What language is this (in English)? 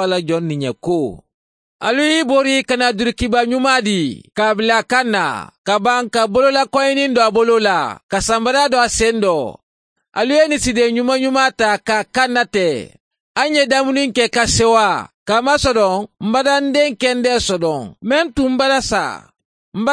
Bambara